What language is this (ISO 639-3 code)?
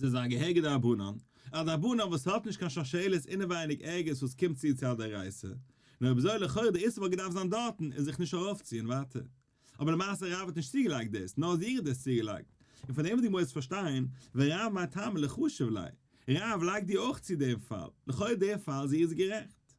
yid